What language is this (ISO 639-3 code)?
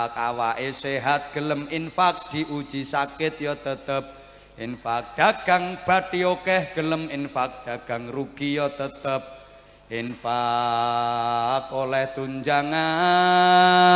jav